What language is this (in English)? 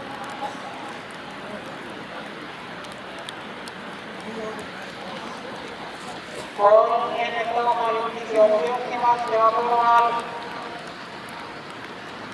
Estonian